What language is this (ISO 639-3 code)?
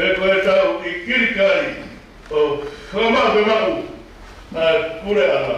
ton